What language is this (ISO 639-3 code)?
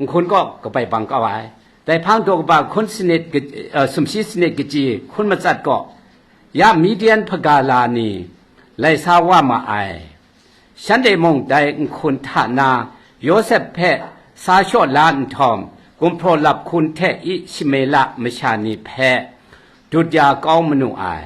kac